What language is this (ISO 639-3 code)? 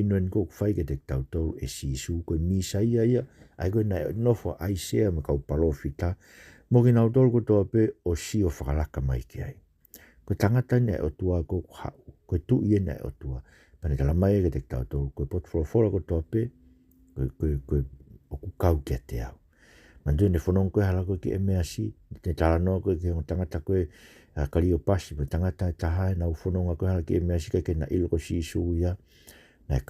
ton